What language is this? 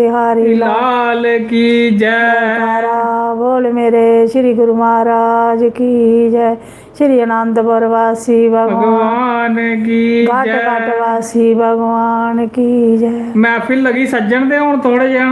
Dogri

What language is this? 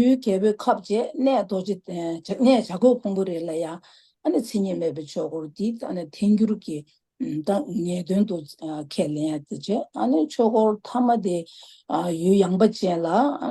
Tibetan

